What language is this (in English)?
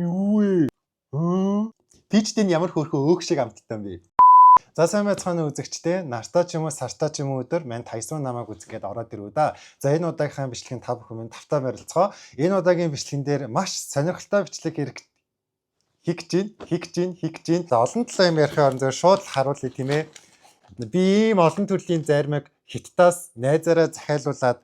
Mongolian